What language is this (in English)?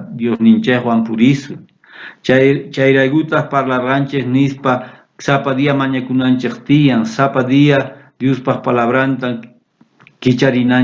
South Bolivian Quechua